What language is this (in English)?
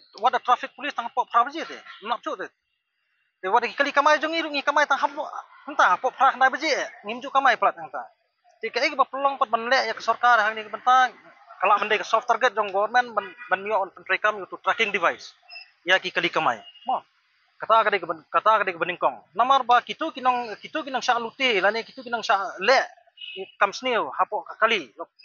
Khasi